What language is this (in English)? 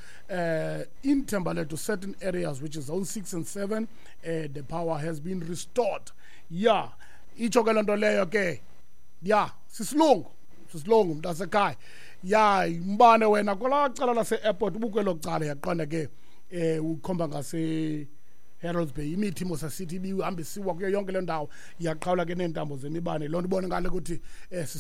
Xhosa